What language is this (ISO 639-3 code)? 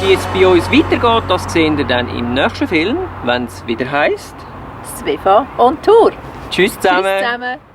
gsw